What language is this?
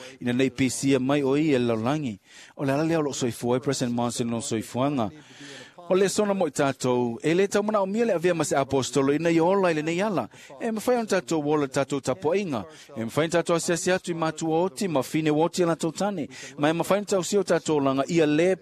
Samoan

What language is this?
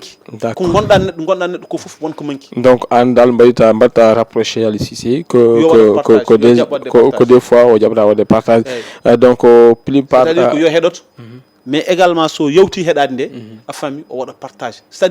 Fula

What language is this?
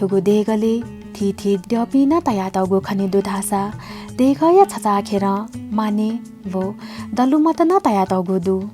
Newari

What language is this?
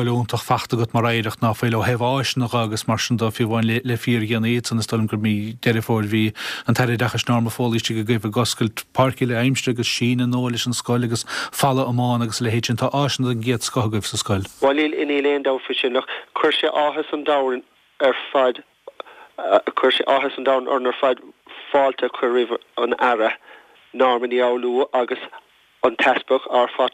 Irish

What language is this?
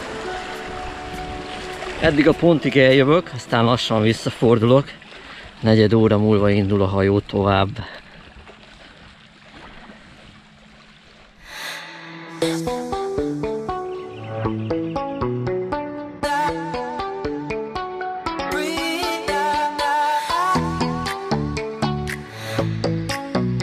Hungarian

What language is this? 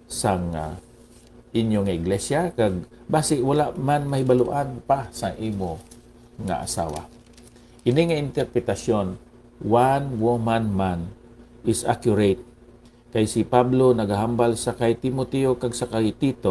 Hiligaynon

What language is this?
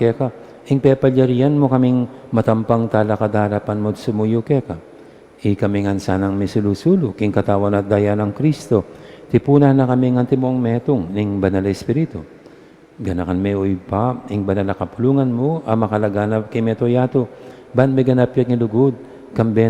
Pampanga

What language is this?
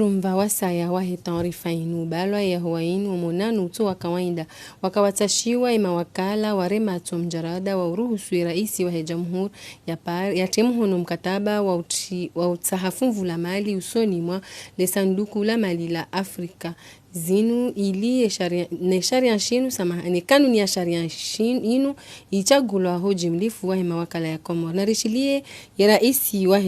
Ngazidja Comorian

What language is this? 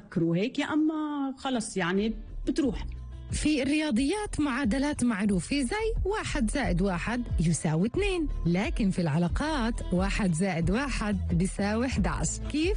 North Levantine Arabic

